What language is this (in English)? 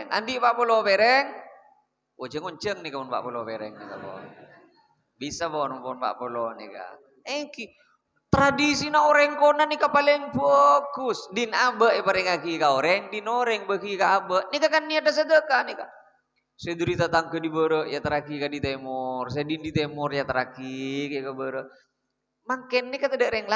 Madurese